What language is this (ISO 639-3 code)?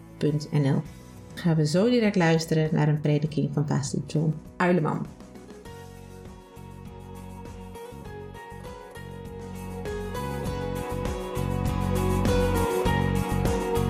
nld